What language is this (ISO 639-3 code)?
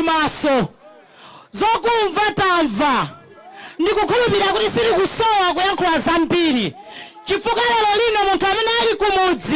nya